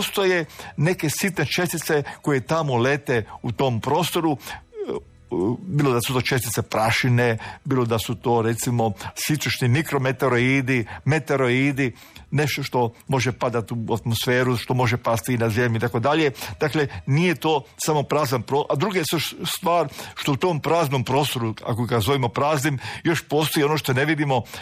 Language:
Croatian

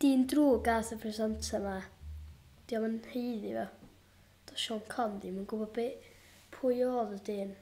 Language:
Welsh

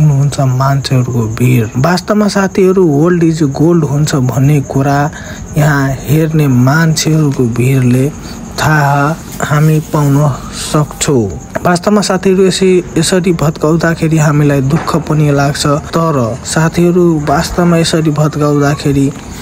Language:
Nepali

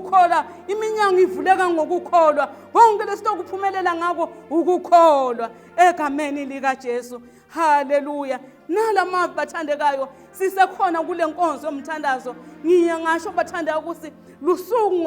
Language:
Zulu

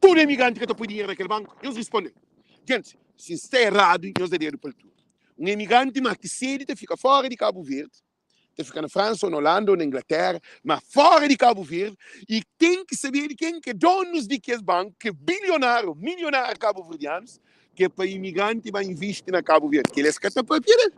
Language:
Kabuverdianu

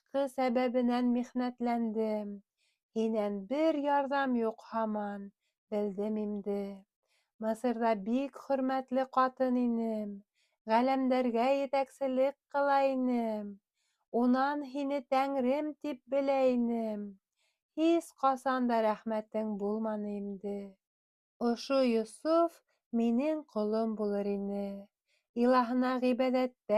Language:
Bashkir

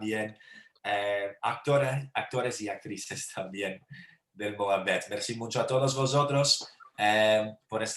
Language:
Ladino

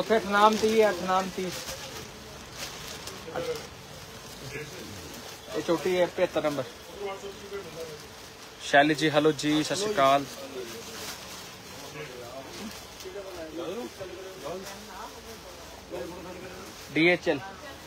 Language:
Punjabi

